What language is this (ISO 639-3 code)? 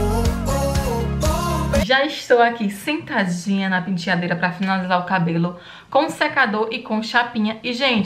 por